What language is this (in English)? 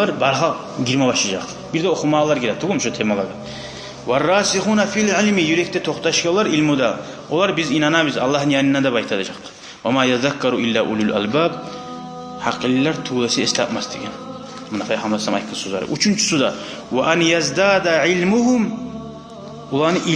Kumyk